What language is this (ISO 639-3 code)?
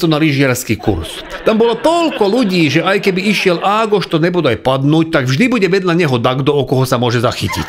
slk